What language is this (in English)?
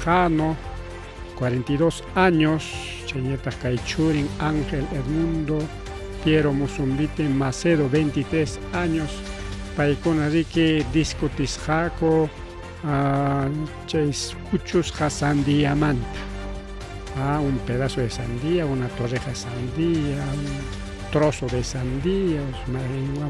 Ayacucho Quechua